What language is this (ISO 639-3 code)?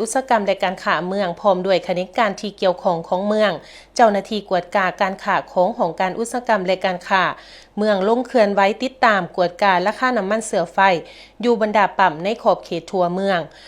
lao